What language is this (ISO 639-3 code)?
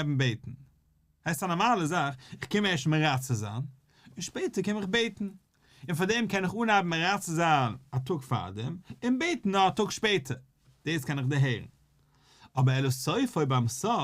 yid